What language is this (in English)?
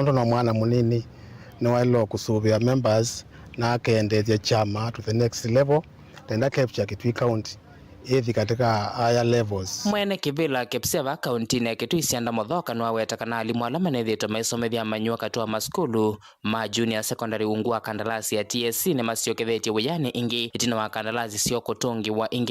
Kamba